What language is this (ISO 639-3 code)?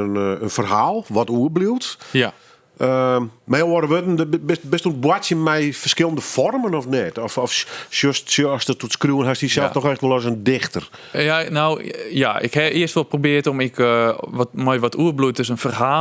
fry